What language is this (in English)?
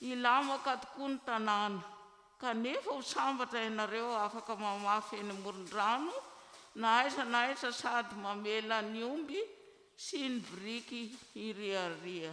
Malagasy